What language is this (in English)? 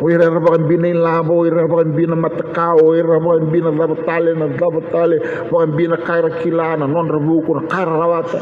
Fijian